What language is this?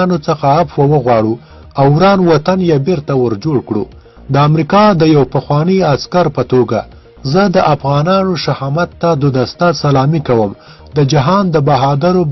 Pashto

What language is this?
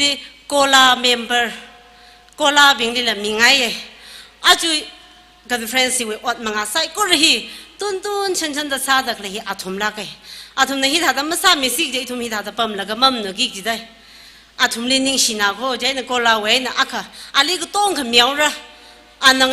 Tangkhul Naga (India)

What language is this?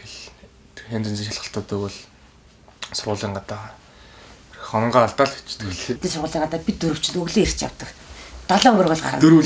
Mongolian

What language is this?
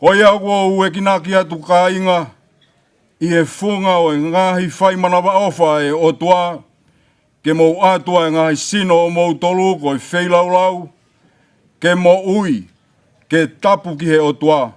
Tongan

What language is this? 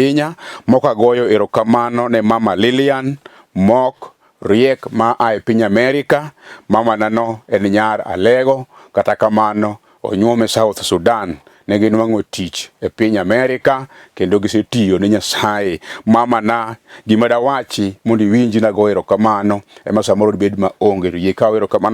Luo (Kenya and Tanzania)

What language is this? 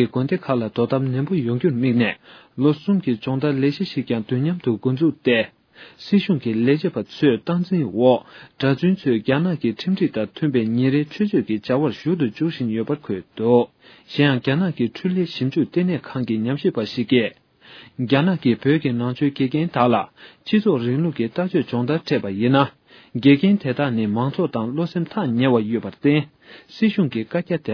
Tibetan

